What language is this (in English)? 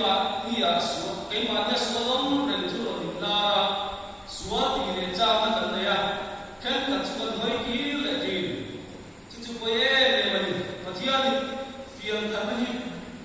Mizo